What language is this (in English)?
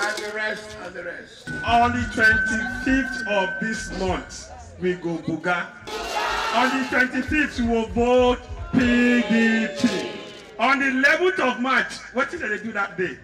Nigerian Pidgin